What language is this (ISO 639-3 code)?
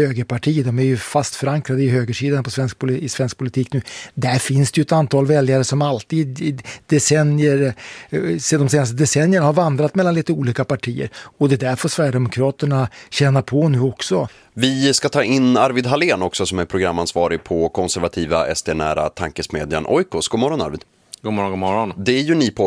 swe